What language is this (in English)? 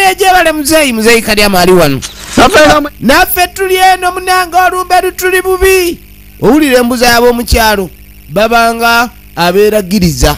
Ganda